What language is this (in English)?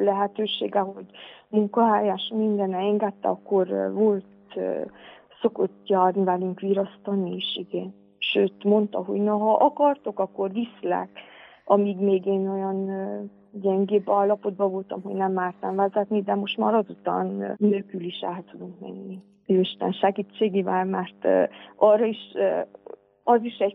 Hungarian